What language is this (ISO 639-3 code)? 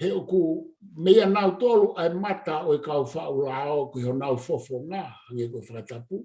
ton